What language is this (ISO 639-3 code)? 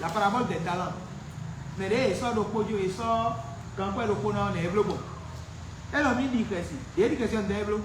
fon